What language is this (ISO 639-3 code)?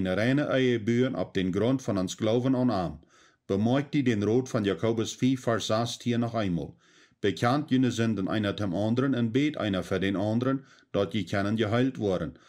pdt